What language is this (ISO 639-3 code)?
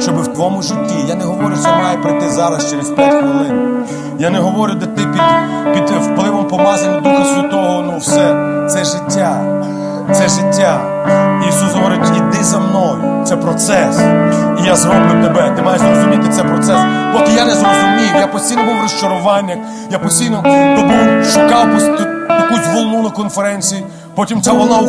ukr